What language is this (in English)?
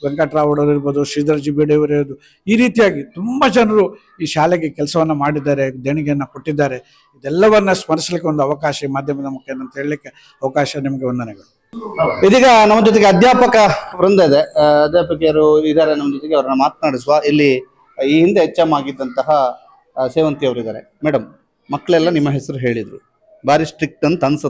Kannada